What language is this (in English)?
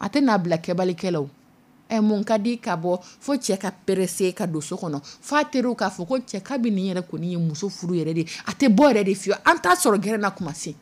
Dyula